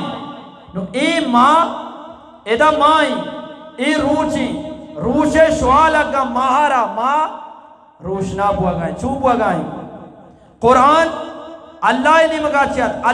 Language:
Eastern Balochi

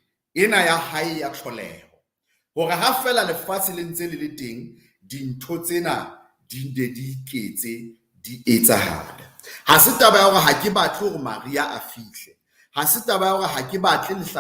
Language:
Southern Sotho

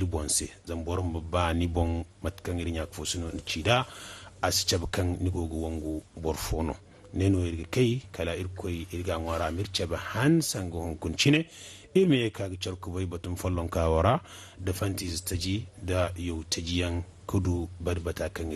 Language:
Zarma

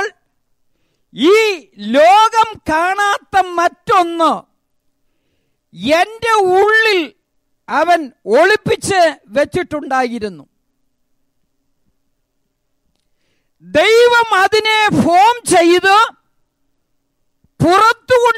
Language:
Malayalam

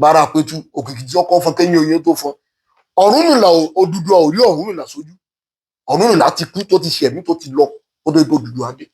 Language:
Yoruba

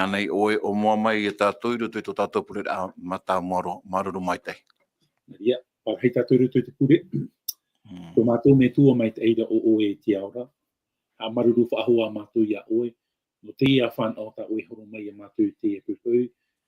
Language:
Tahitian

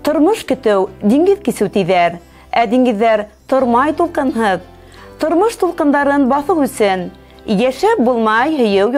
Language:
Bashkir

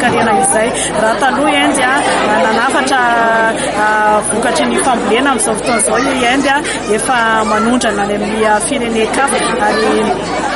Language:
Malagasy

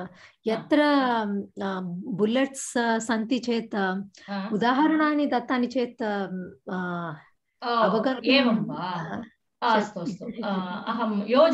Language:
Sanskrit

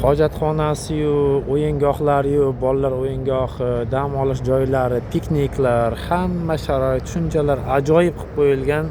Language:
Uzbek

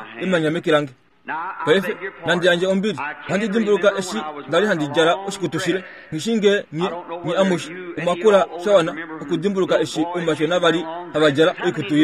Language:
Kuanyama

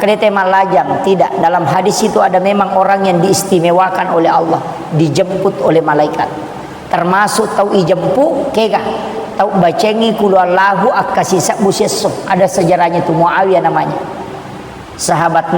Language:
Buginese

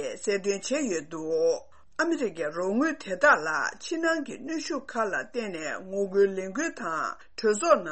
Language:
Tibetan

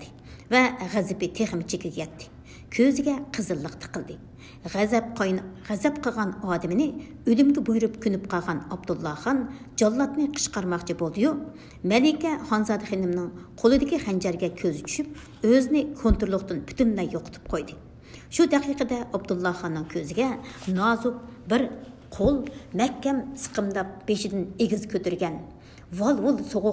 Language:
Uyghur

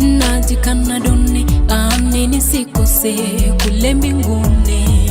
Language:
Gusii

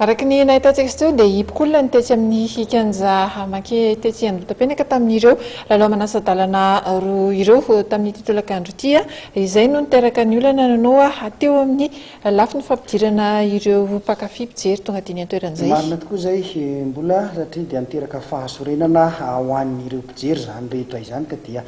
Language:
Malagasy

